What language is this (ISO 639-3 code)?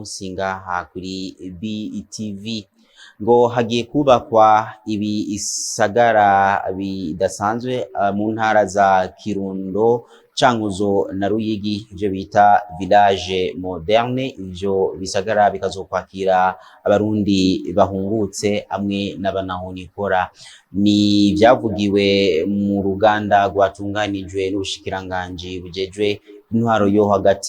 run